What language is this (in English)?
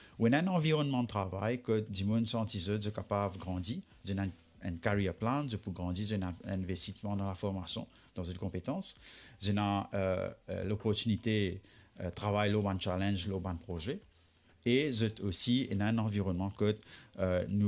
Morisyen